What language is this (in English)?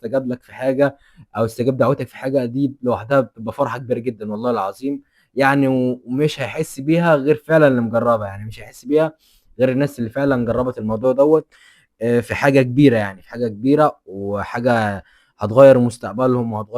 Egyptian Arabic